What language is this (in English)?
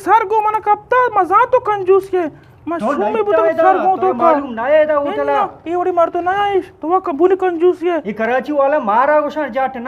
Eastern Balochi